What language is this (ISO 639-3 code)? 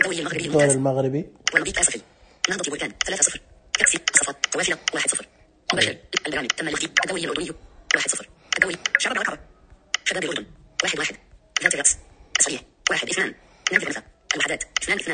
ars